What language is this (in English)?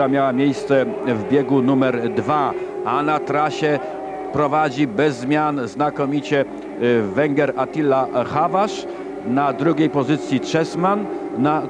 Polish